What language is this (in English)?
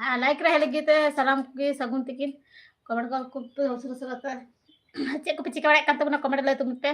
Santali